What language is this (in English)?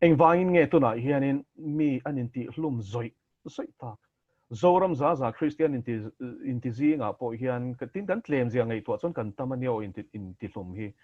Mizo